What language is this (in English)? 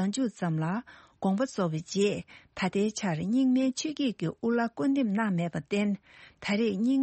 Tibetan